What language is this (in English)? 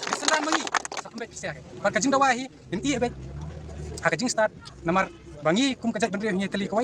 Khasi